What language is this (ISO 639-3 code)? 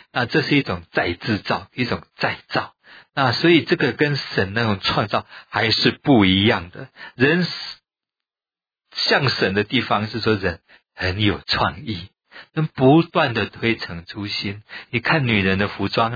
zho